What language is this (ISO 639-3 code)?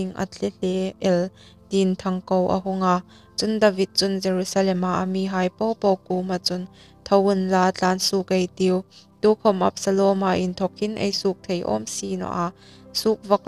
hmr